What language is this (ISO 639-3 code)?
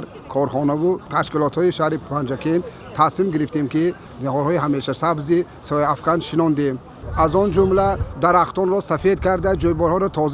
tgk